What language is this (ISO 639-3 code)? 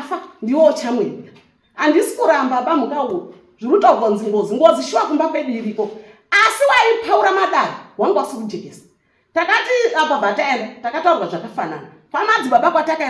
sna